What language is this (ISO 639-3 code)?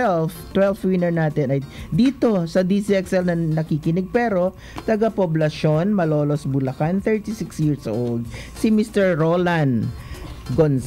fil